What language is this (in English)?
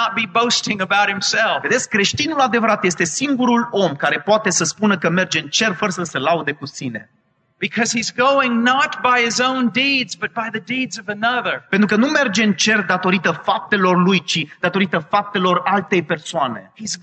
Romanian